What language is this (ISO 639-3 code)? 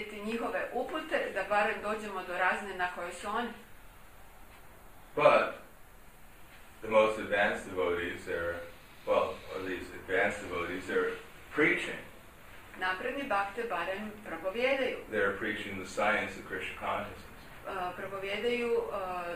hrv